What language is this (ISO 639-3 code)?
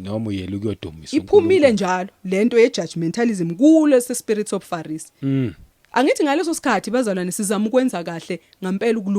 zul